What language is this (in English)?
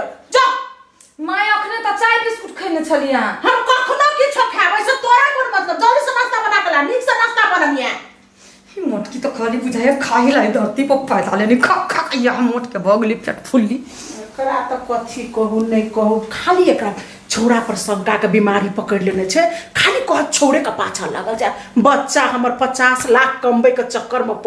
Maithili